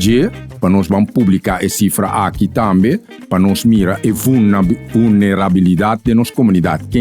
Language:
Papiamento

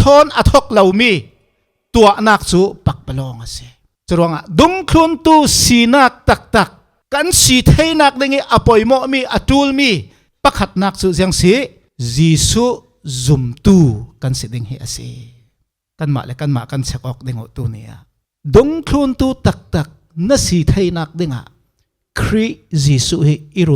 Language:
Falam Chin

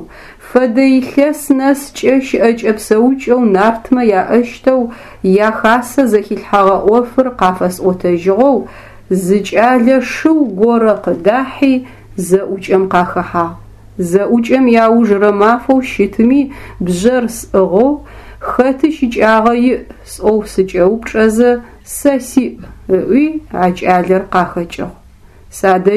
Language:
Adyghe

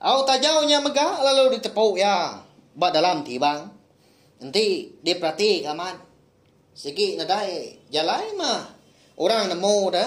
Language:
Iban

